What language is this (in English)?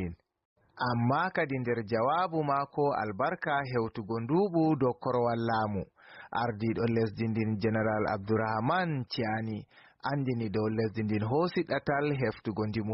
Fula